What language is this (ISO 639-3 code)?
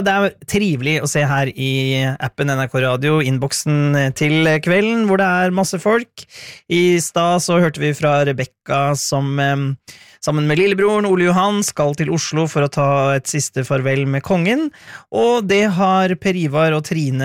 nor